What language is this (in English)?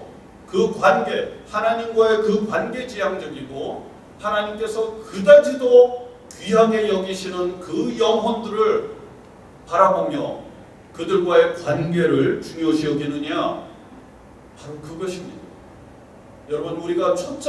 Korean